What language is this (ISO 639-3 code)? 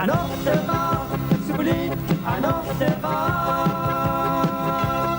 kal